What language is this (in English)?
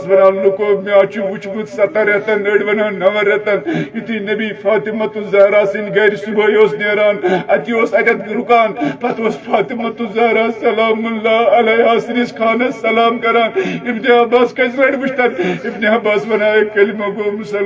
Kashmiri